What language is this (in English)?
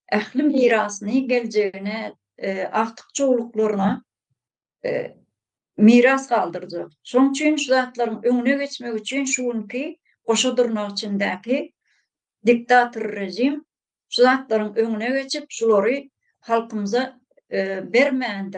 Turkmen